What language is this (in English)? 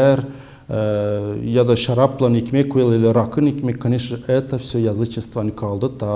Gagauz